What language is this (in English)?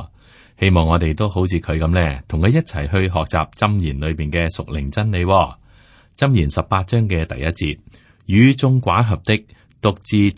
Cantonese